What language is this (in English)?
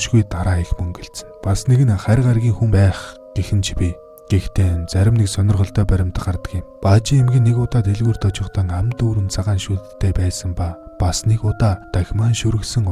Mongolian